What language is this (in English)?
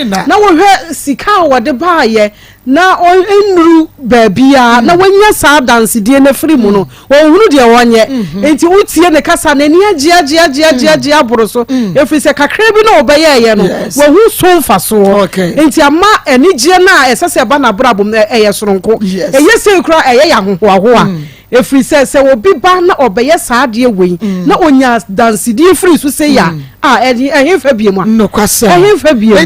Akan